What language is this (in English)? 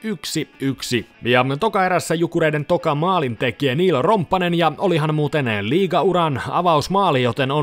Finnish